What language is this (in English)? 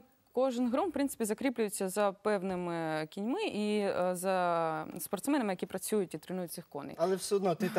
Ukrainian